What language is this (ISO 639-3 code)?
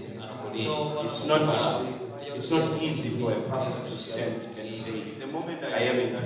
ven